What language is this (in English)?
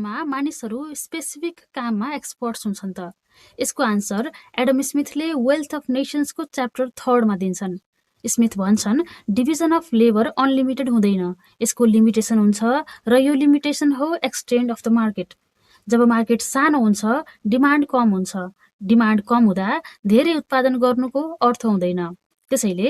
Nepali